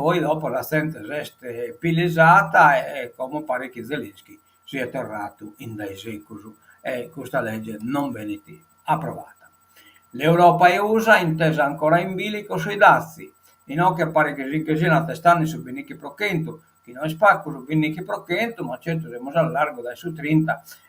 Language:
Sardinian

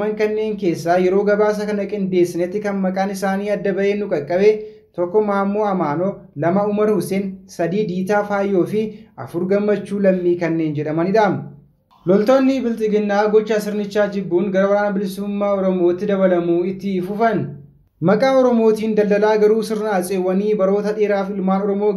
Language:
Oromo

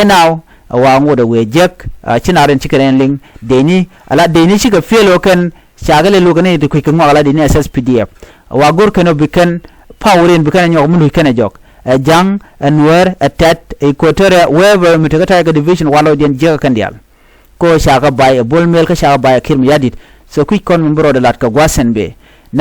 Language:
Nuer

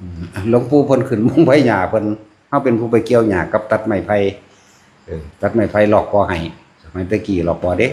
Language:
Northeastern Thai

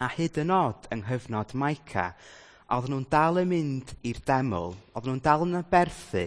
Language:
Welsh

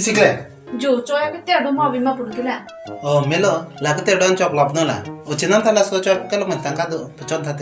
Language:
Karbi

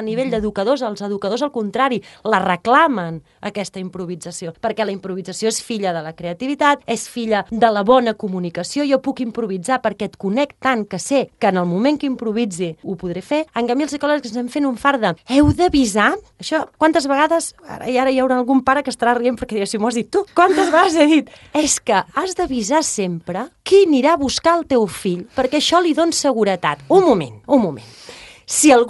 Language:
Catalan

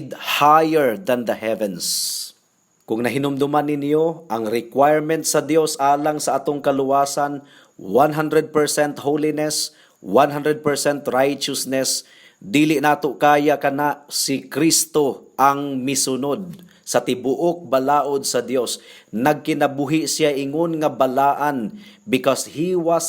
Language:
Cebuano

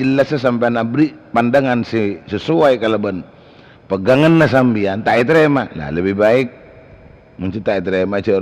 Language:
Madurese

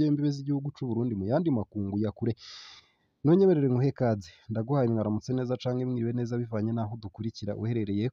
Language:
Rundi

